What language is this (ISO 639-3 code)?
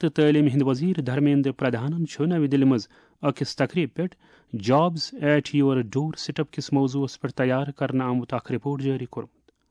kas